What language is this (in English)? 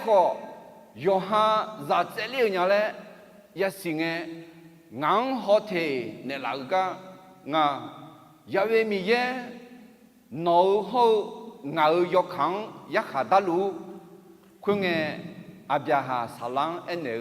Akha